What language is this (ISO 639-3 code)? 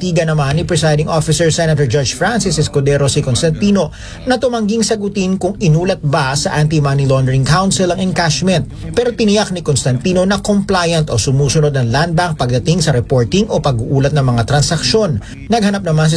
fil